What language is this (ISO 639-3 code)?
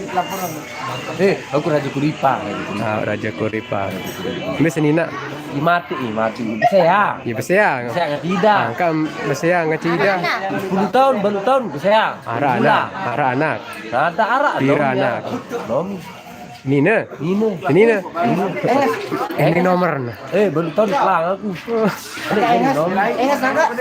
sas